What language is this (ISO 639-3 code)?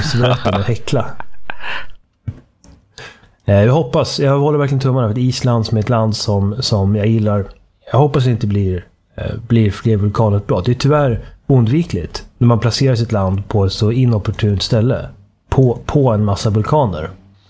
swe